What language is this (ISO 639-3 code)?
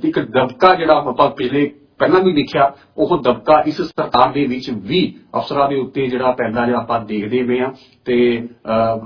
pan